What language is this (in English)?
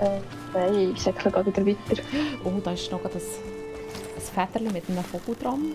Swiss German